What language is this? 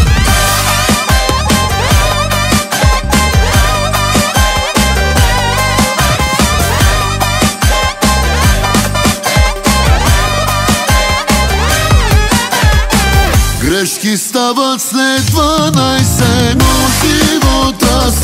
Bulgarian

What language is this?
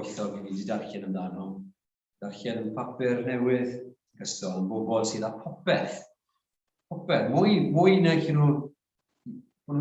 Welsh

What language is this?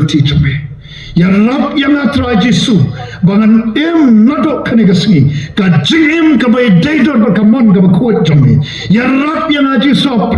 Khasi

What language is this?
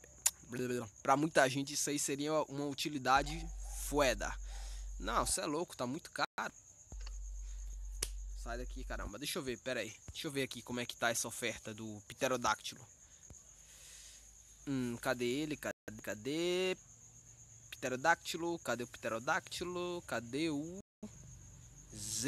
Portuguese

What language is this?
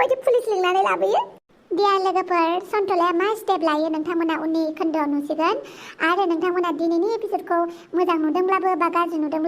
Bodo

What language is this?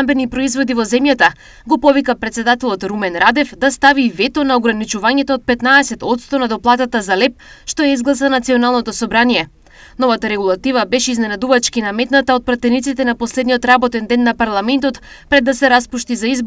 Macedonian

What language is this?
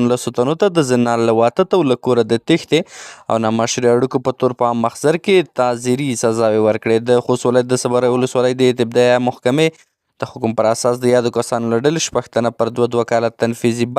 Pashto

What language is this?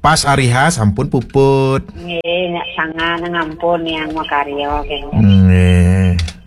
Balinese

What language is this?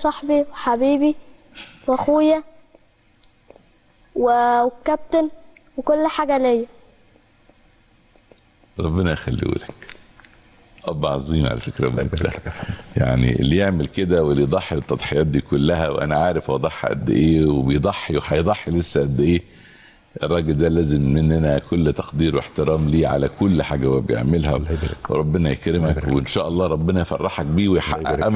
Egyptian Arabic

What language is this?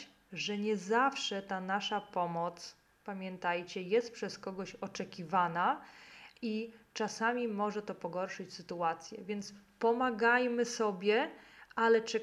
Polish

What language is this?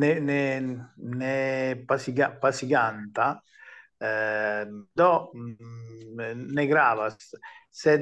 Esperanto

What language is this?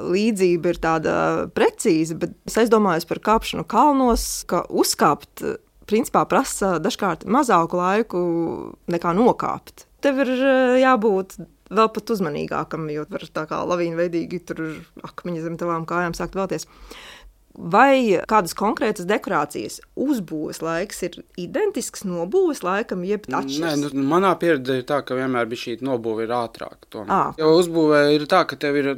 Latvian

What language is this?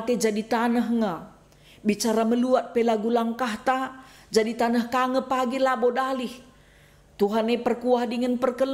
Batak Karo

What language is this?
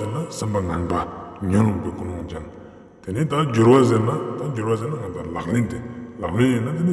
Ladakhi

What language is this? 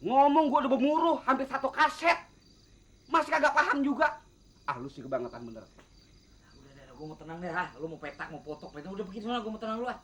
Betawi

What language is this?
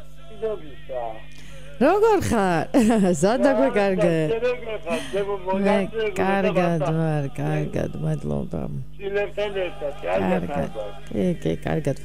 Georgian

